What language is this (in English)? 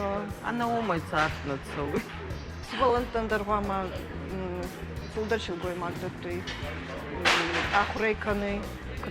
Ossetic